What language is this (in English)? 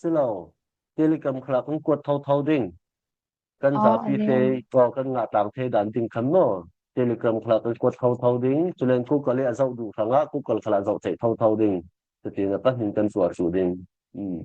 Falam Chin